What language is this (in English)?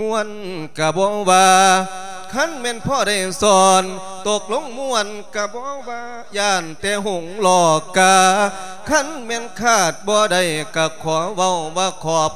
Lao